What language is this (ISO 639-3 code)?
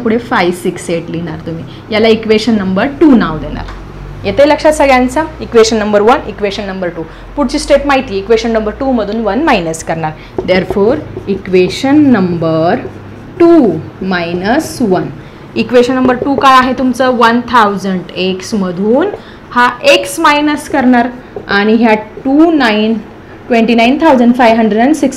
mar